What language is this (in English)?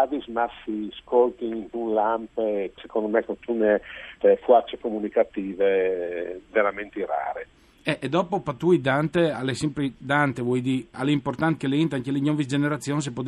Friulian